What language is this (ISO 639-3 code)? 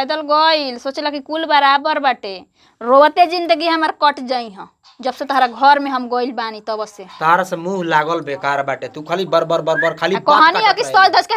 bho